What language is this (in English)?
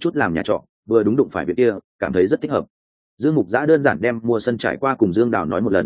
Vietnamese